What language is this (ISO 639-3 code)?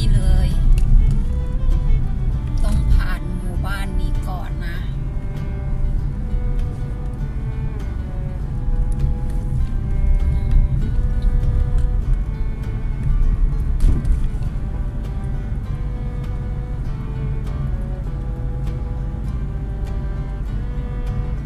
tha